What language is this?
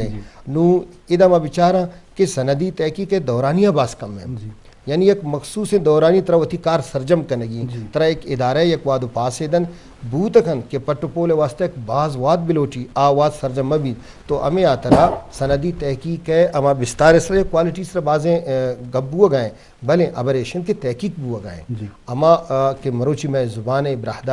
Eastern Balochi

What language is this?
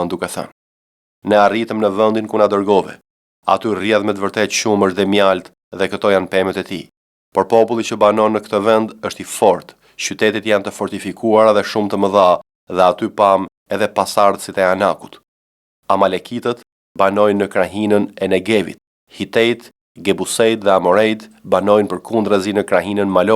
Albanian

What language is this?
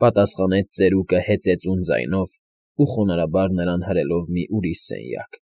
Armenian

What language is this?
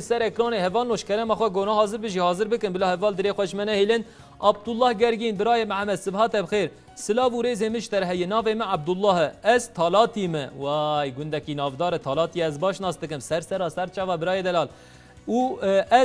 Kurdish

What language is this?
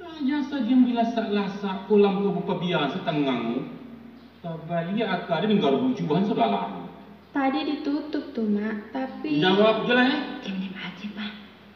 Minangkabau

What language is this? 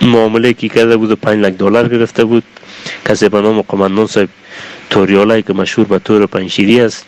Tajik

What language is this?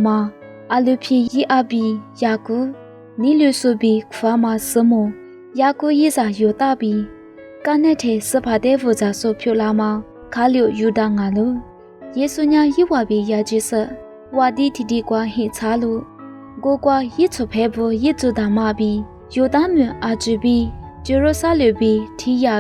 Lisu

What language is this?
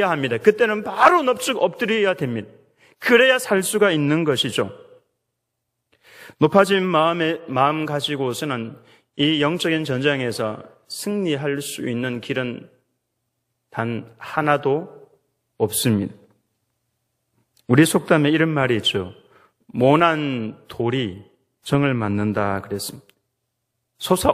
Korean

